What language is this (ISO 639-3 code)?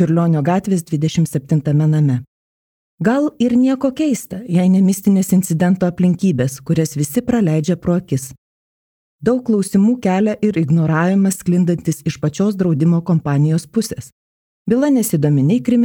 lit